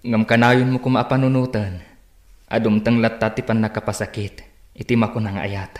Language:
Iloko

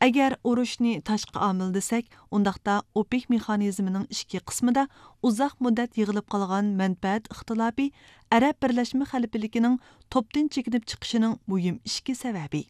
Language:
Uyghur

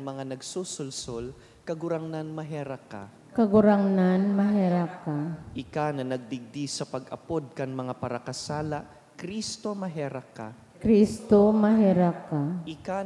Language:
Bikol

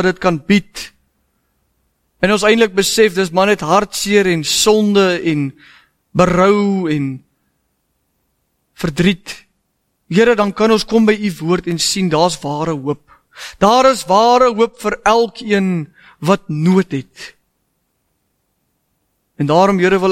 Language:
Afrikaans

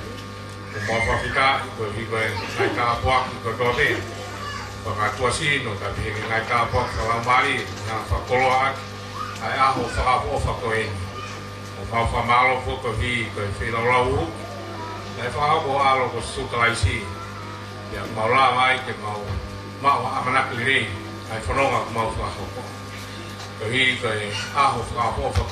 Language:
Tongan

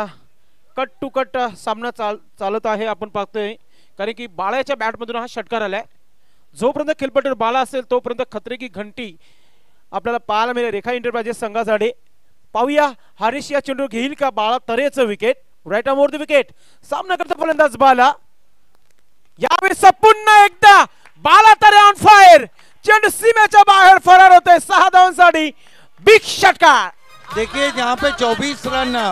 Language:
Marathi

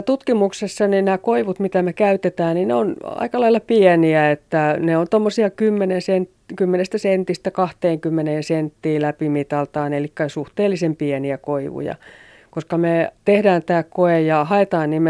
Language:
Finnish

